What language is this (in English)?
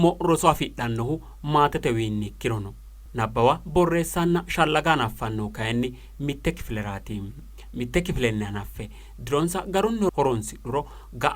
Sidamo